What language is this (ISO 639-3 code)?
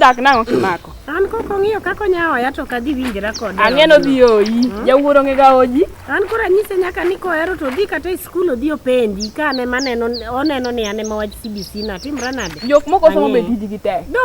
luo